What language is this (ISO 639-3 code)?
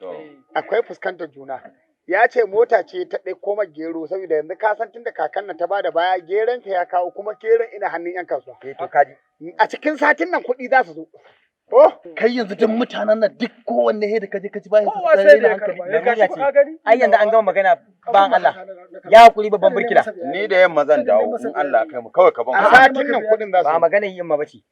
hau